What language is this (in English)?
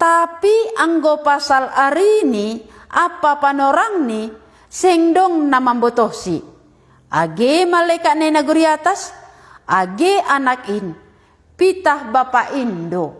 Batak Simalungun